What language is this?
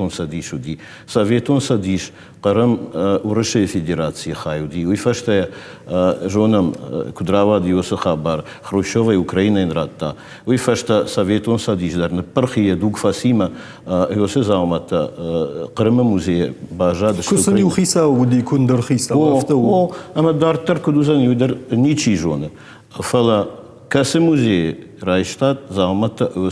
Ossetic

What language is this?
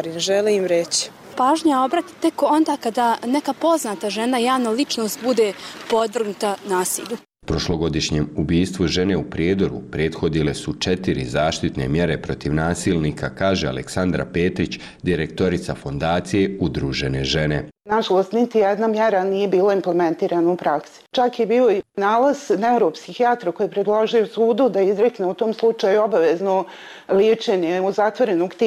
Bosnian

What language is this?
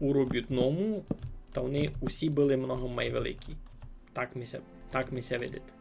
Rusyn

